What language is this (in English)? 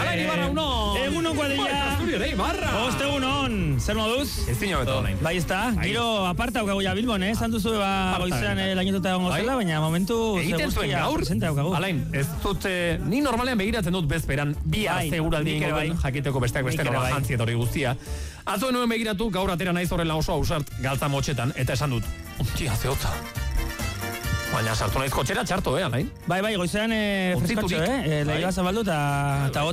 Basque